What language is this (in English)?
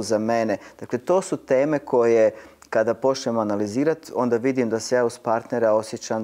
Croatian